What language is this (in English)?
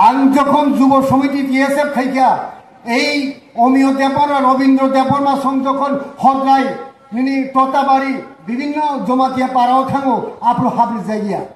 Riang (India)